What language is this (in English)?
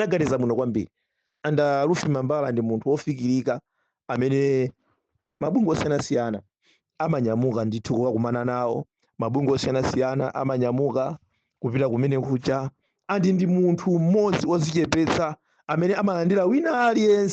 Nyanja